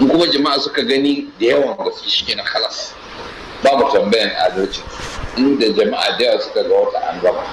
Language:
Hausa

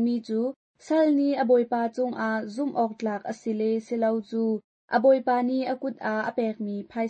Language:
Hakha Chin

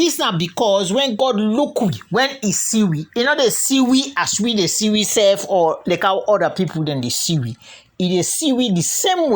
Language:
Krio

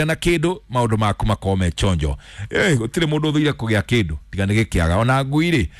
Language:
Kikuyu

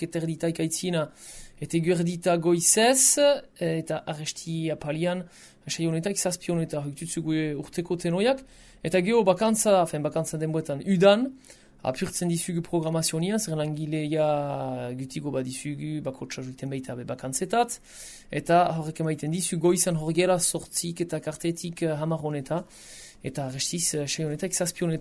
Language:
Basque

